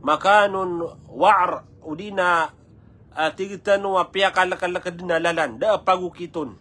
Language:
Maranao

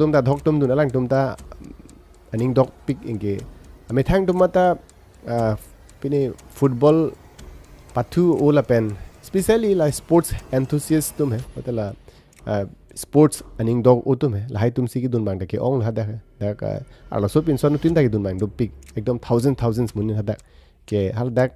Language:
Karbi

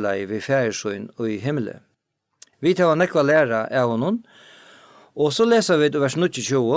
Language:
Faroese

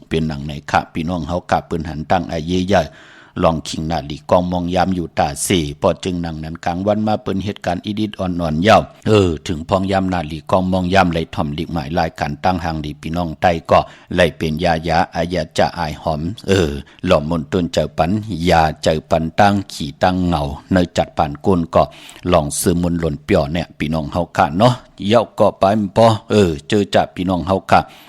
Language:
Shan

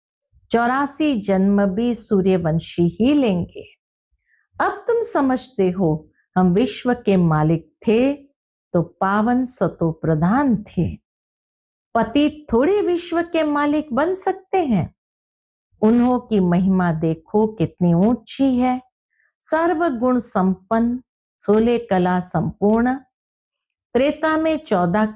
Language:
Hindi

